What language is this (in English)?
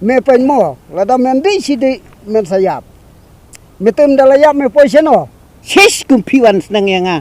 Khasi